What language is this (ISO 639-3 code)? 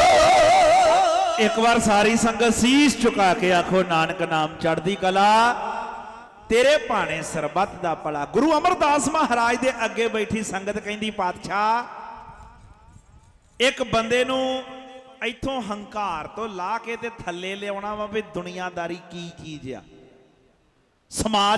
pan